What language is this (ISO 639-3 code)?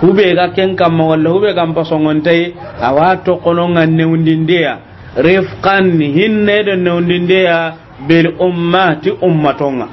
snk